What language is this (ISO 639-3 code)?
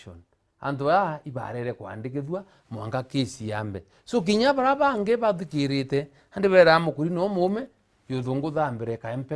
mer